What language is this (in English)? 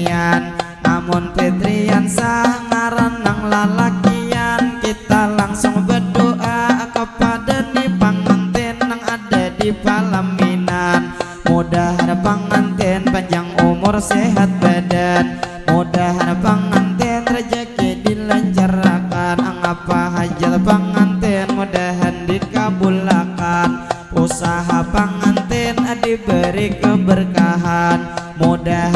Banjar